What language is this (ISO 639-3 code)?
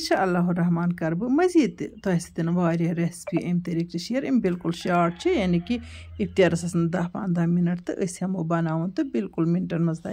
kas